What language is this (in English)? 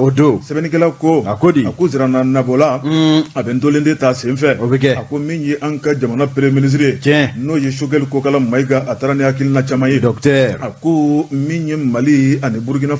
Bambara